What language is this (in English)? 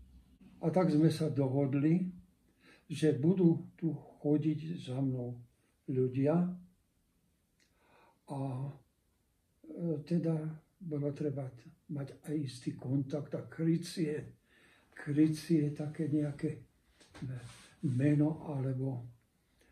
Slovak